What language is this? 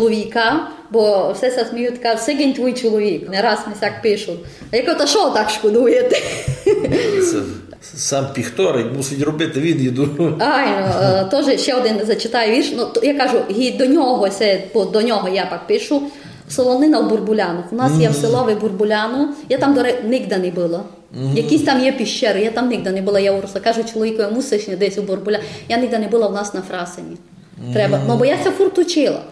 Rusyn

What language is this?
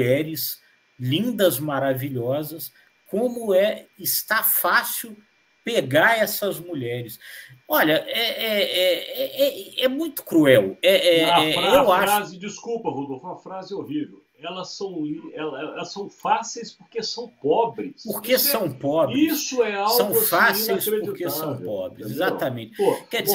Portuguese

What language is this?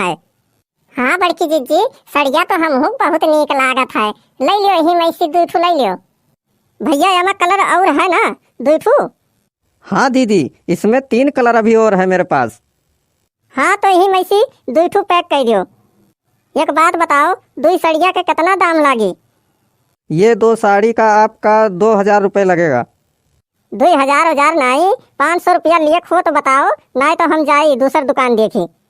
Awadhi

